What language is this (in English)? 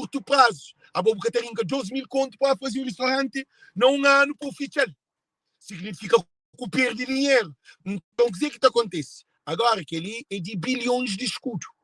Kabuverdianu